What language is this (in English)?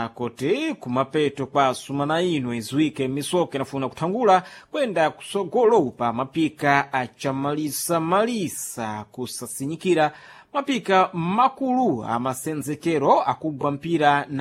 Sena